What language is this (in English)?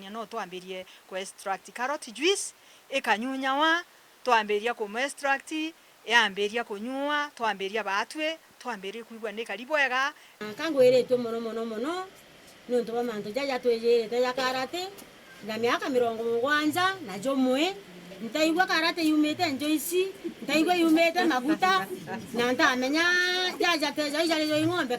Meru